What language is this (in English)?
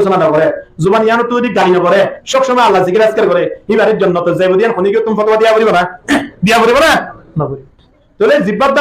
Rohingya